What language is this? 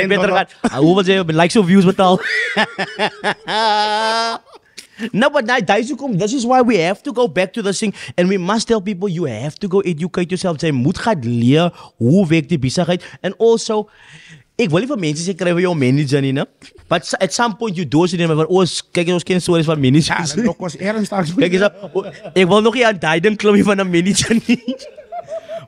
Afrikaans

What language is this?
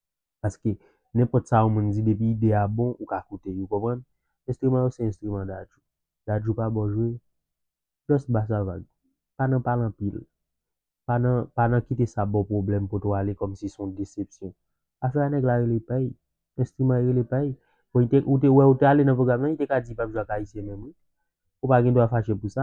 Haitian Creole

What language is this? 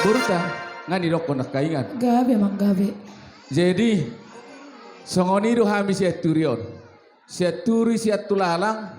Batak Toba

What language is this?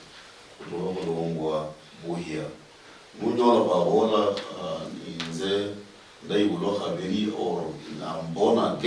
Luyia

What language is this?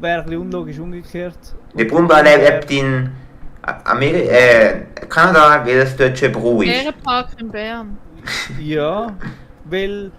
Swiss German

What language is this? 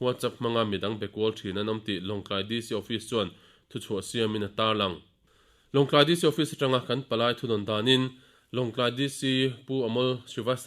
Mizo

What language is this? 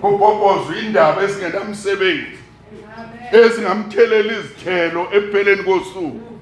Zulu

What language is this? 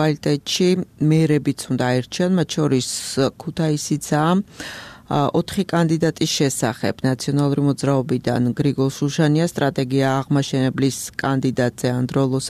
Georgian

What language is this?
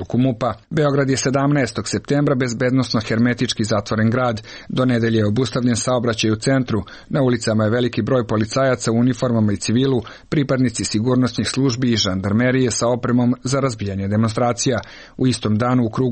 Serbian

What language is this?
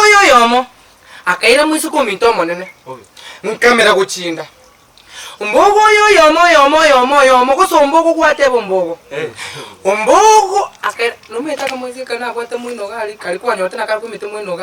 Gusii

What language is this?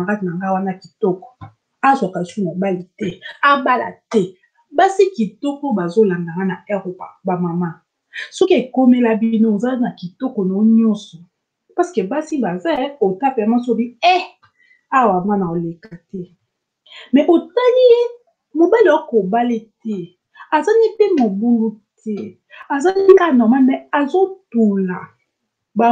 Lingala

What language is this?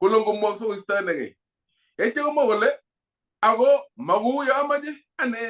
Kalenjin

